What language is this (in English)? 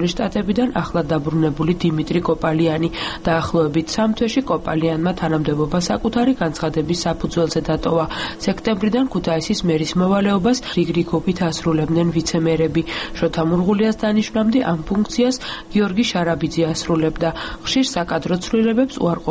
Georgian